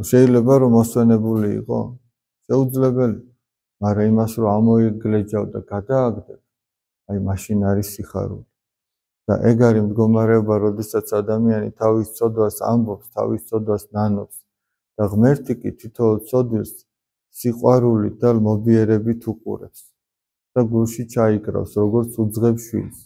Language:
Georgian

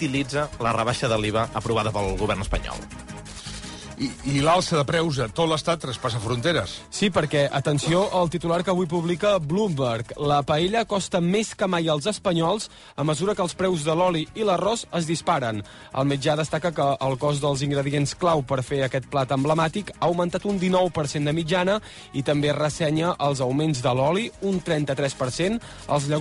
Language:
Catalan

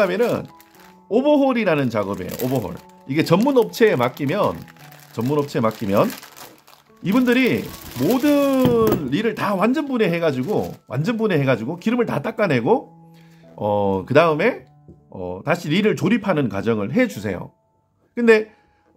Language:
Korean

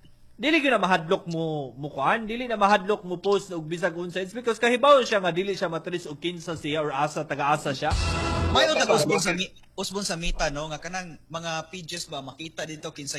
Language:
Cebuano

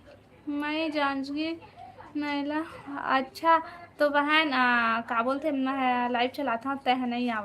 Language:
Chhattisgarhi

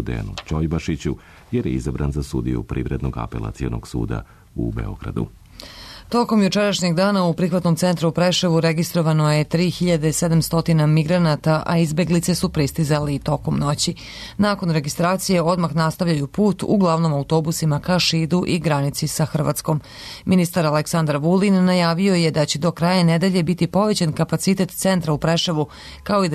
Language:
Serbian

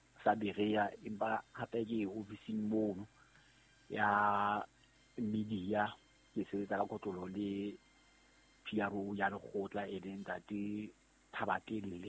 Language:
Southern Sotho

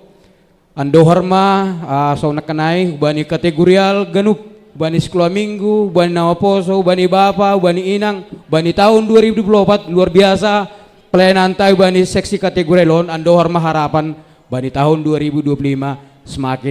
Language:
Batak Simalungun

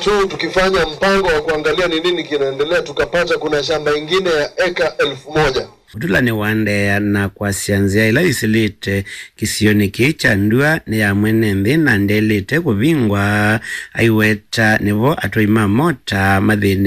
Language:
Kamba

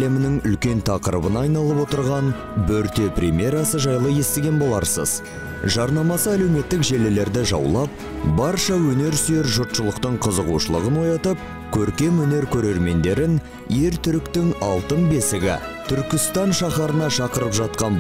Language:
Kazakh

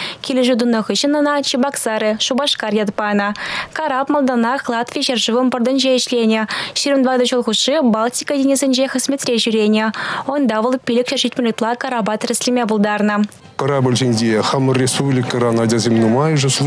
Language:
Chuvash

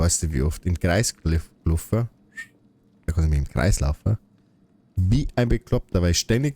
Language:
Bavarian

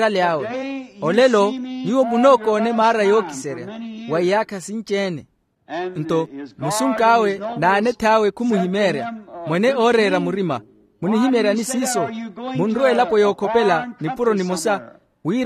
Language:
Makhuwa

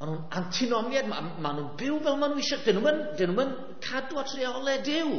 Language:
Welsh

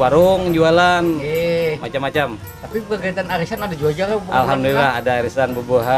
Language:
Banjar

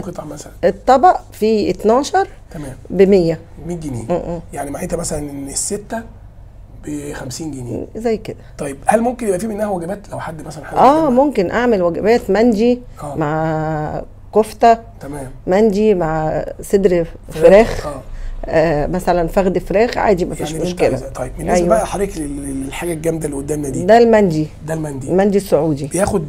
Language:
Egyptian Arabic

